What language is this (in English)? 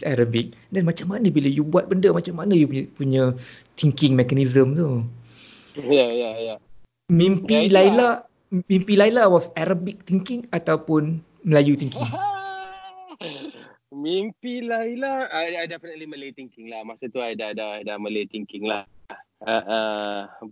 Malay